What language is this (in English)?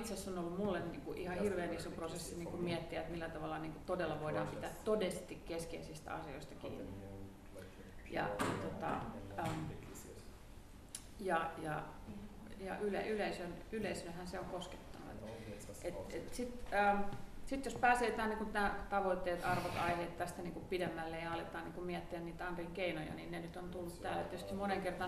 Finnish